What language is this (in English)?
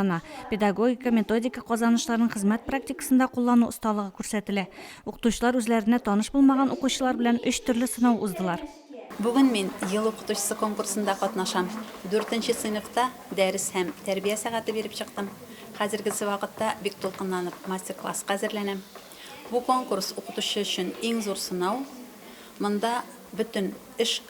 Tatar